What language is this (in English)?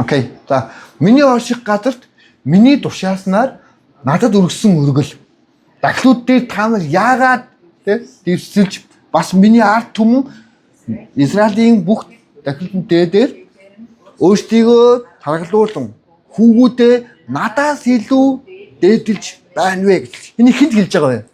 Mongolian